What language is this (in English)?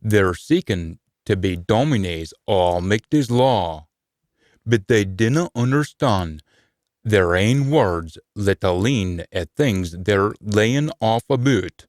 Scots